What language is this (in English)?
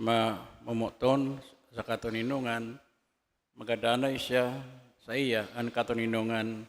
Bikol